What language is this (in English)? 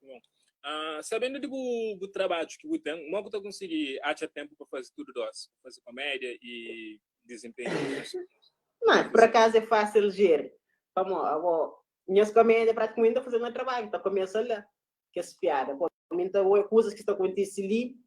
Kabuverdianu